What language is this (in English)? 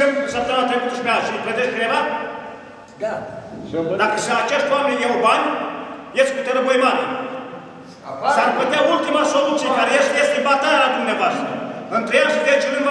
Romanian